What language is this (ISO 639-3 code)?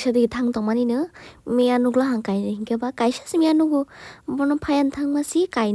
trp